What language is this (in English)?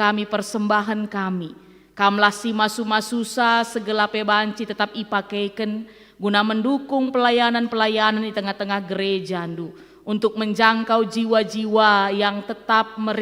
Batak Karo